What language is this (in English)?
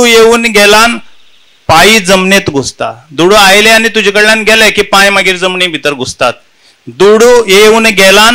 Konkani